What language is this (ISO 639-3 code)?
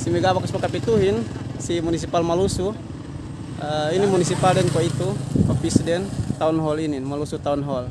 yka